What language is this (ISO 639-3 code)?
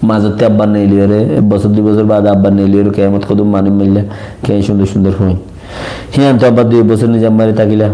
rhg